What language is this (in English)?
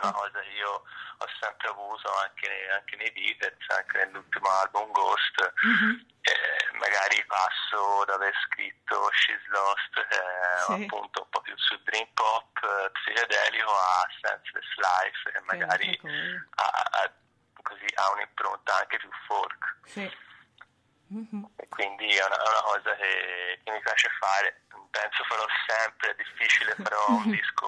Italian